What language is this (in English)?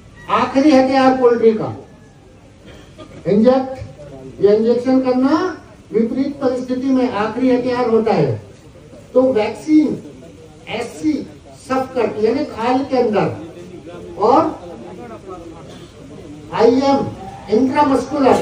Hindi